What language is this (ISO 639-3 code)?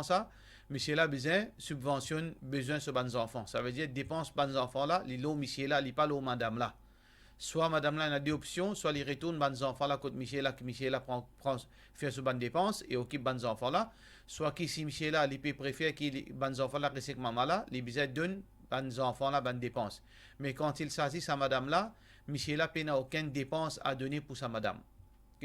mfe